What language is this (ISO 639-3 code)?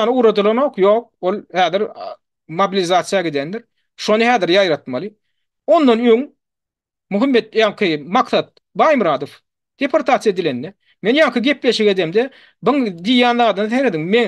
tuk